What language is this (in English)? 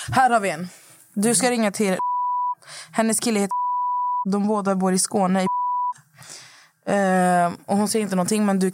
Swedish